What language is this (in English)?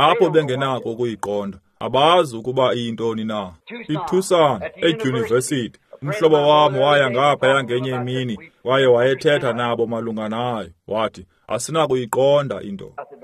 Xhosa